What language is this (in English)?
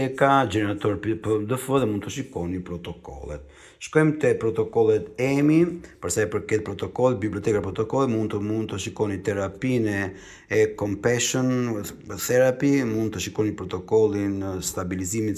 Albanian